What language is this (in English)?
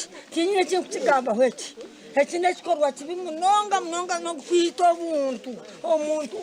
Nyankole